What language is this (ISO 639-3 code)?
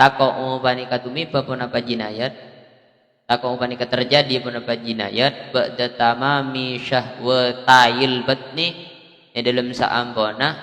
mad